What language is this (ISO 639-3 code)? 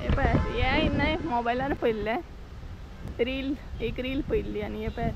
kok